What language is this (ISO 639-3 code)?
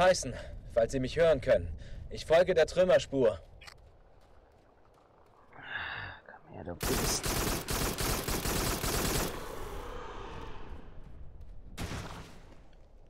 deu